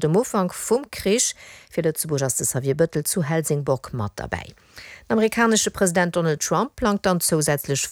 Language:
Luxembourgish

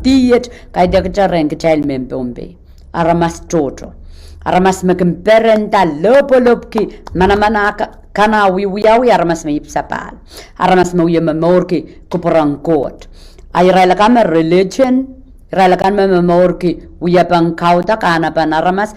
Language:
Pohnpeian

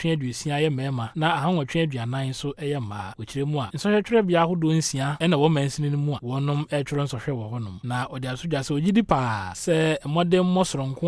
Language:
Akan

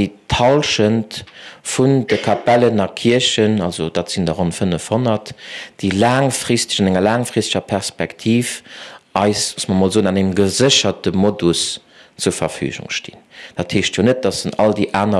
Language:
Luxembourgish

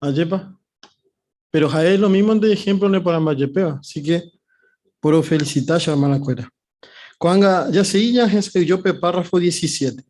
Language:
Guarani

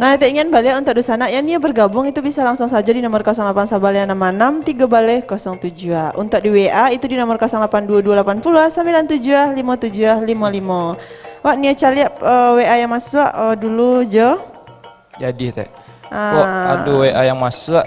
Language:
Minangkabau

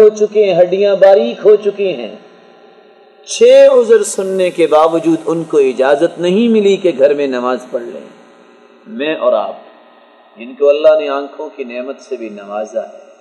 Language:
Urdu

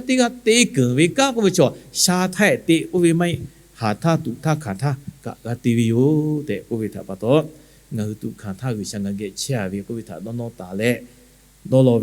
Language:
Lahu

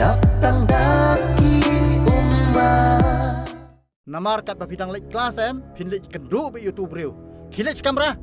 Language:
Khasi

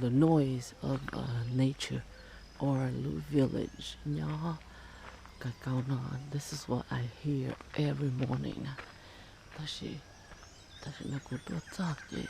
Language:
Hmong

